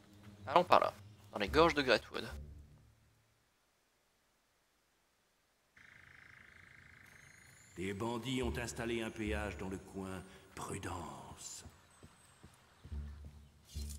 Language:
French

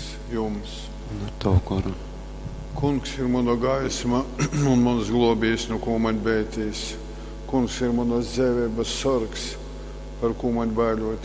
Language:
Latgalian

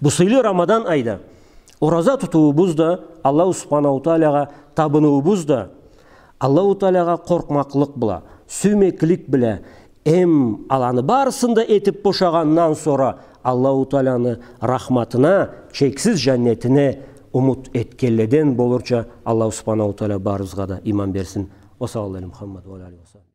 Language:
Karachay-Balkar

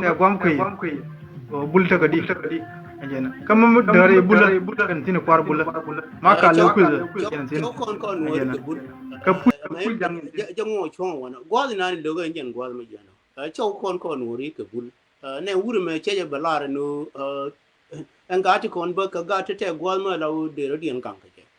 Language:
Nuer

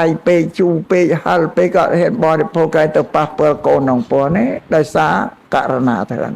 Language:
Khmer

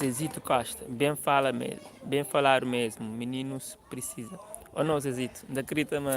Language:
Kabuverdianu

